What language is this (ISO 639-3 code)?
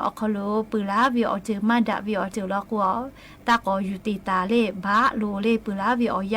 lhu